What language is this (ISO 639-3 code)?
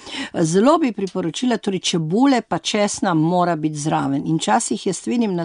slv